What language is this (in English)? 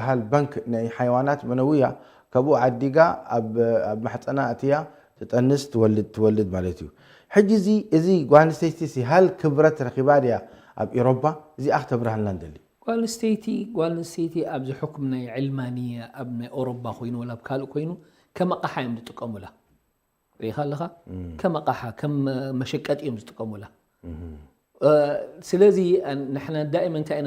Tigrinya